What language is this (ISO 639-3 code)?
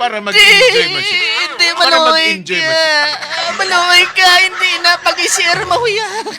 hil